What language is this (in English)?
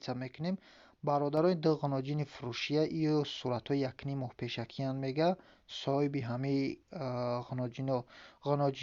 Tajik